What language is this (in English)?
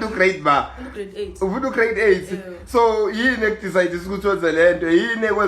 Zulu